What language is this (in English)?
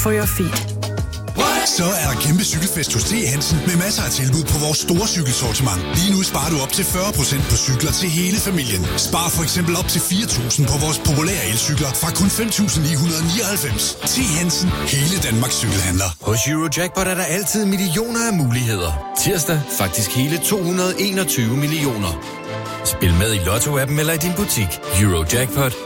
Danish